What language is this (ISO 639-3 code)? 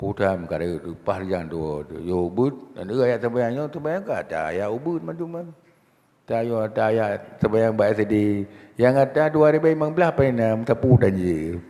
ace